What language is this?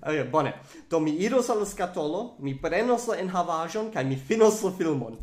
Esperanto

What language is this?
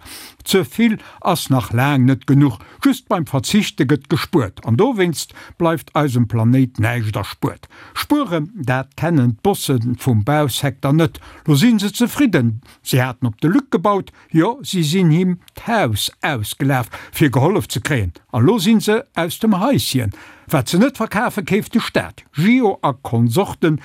Luxembourgish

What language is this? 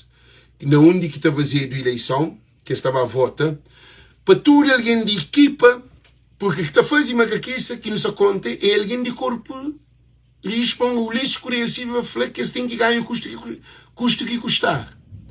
Kabuverdianu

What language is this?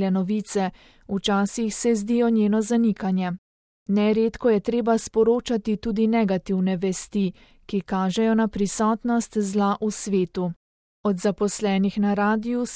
Slovenian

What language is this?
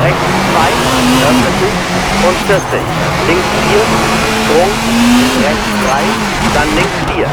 Bavarian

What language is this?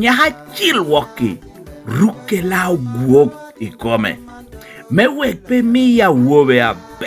Lango (Uganda)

